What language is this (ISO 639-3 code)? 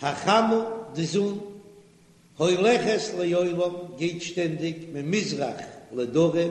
yid